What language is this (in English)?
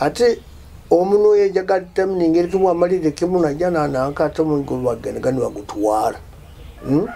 Nyoro